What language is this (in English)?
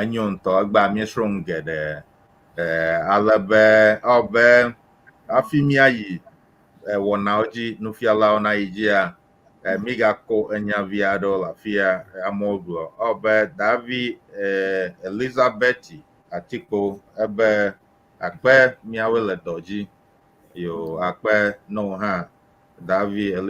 Ewe